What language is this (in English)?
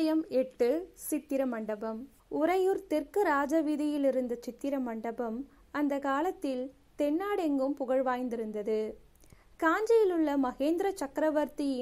Tamil